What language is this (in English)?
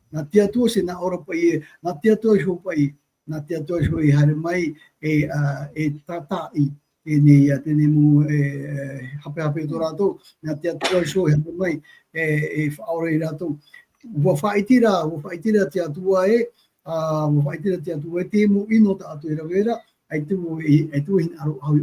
Tahitian